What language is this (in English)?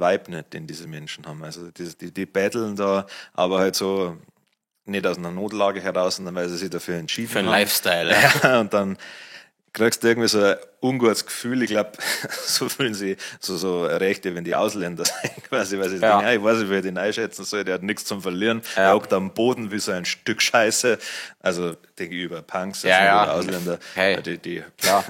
Bavarian